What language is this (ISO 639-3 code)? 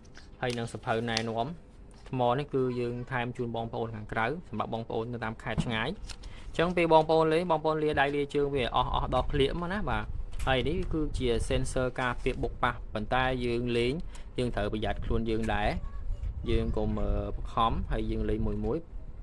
khm